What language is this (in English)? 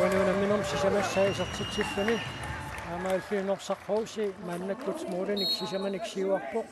Kalaallisut